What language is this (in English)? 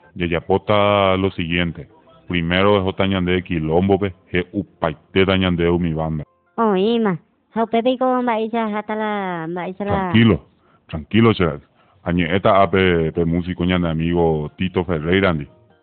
Guarani